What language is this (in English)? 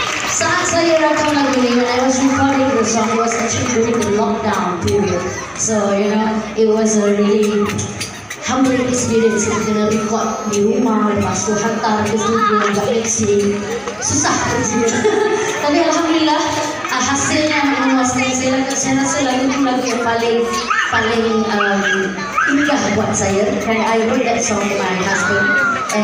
Malay